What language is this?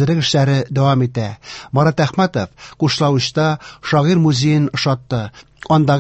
Tatar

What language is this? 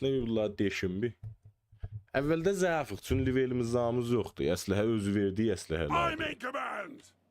South Azerbaijani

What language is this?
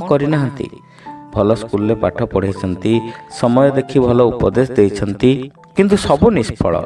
Odia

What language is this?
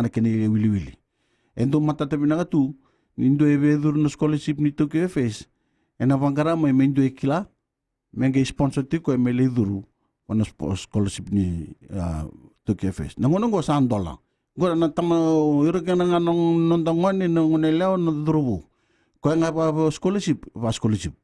Fijian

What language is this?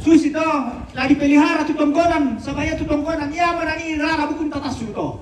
Toraja-Sa'dan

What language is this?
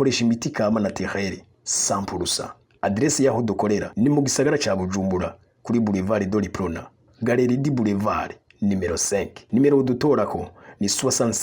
Rundi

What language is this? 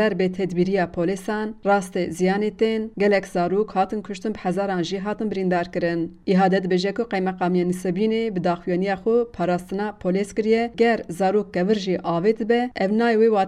Kurdish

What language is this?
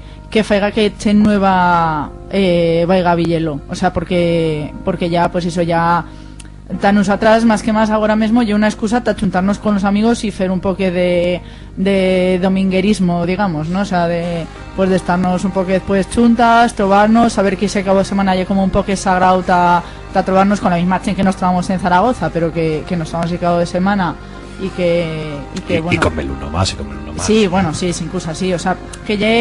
Aragonese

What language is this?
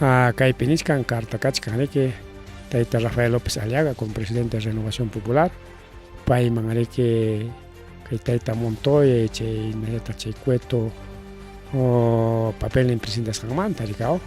Ayacucho Quechua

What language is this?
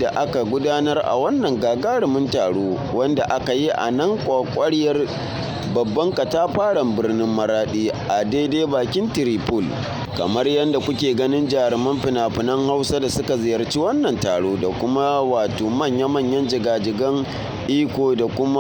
Hausa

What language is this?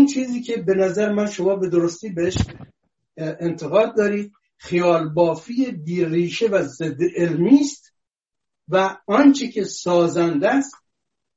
Persian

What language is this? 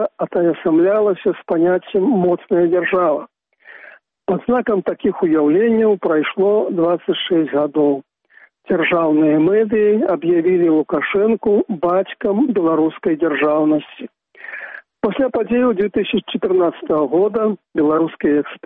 Belarusian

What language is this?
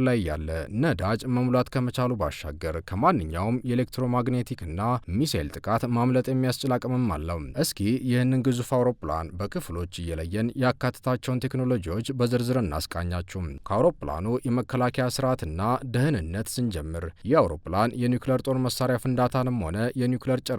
Amharic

